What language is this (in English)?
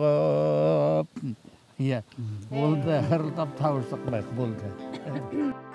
Bashkir